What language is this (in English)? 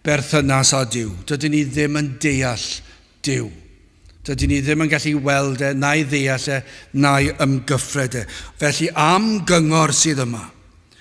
Welsh